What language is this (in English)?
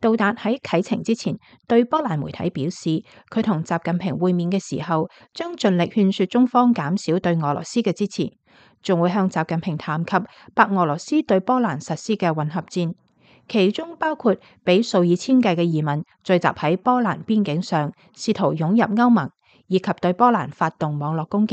Cantonese